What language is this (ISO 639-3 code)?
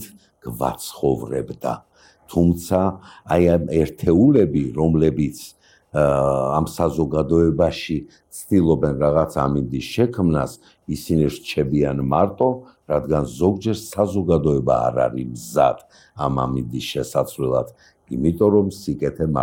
kat